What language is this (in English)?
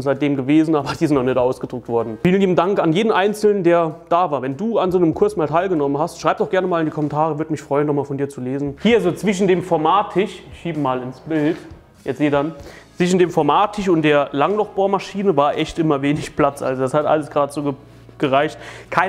German